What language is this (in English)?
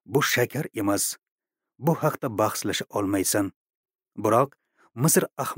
Uzbek